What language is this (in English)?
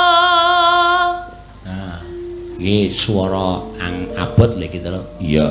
Javanese